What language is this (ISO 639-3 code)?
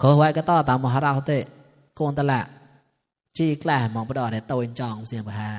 mnw